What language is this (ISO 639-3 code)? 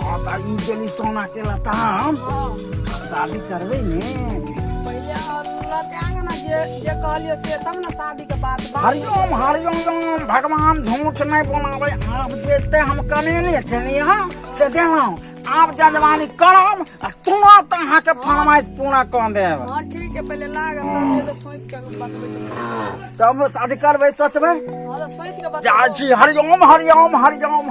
mai